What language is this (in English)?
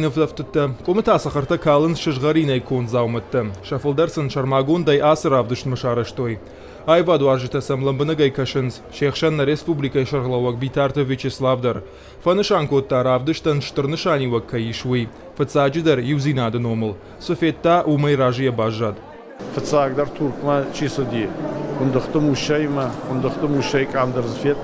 Ossetic